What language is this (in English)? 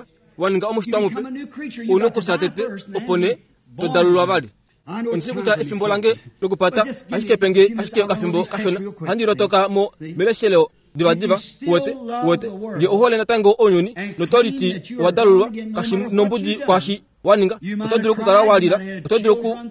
Kuanyama